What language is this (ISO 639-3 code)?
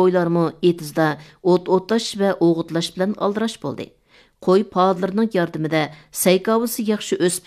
uig